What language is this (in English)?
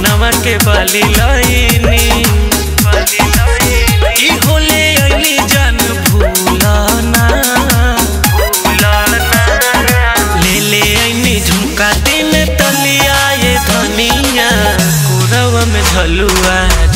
Bhojpuri